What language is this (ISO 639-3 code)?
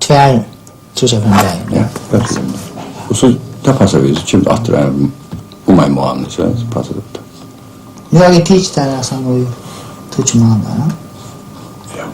fao